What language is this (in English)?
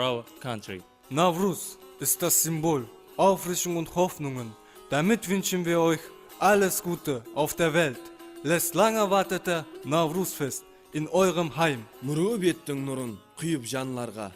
Kara-Kalpak